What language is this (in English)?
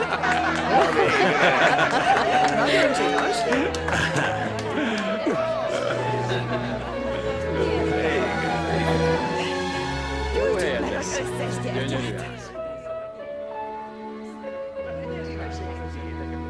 Hungarian